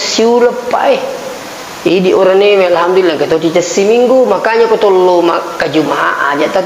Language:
Buginese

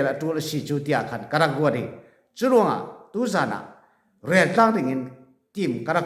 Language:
Falam Chin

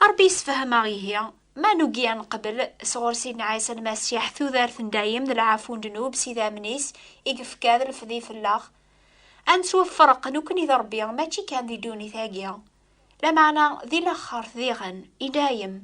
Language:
Kabyle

